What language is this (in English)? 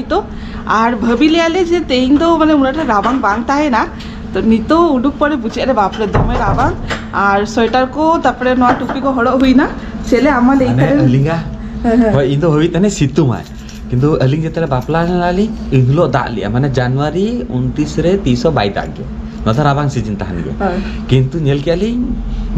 Santali